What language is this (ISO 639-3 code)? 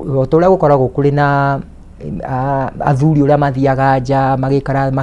kik